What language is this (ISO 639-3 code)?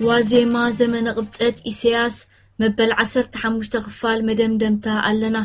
tir